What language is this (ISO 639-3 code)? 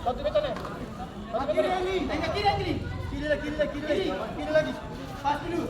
abs